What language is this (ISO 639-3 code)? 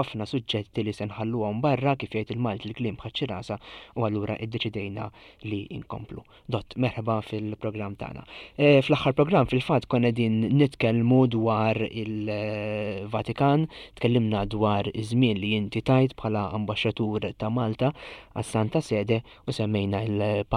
mlt